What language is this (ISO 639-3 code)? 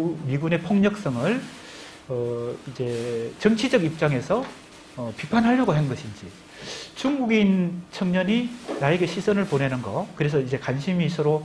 kor